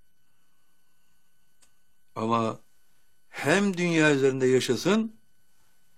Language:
Turkish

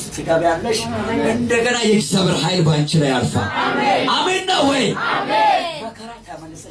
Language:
Amharic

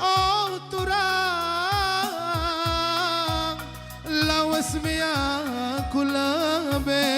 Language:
Batak Karo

